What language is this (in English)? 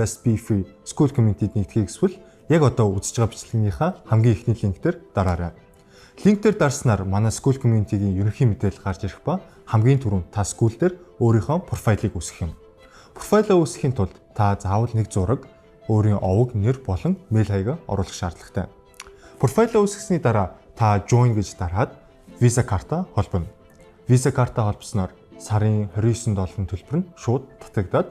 Mongolian